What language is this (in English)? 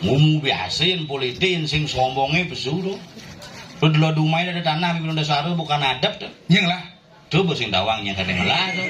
Balinese